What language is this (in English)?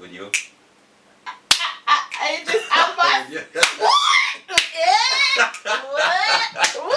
Jamaican Creole English